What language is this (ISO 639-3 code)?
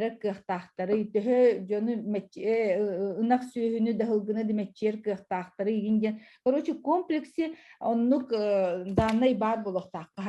sah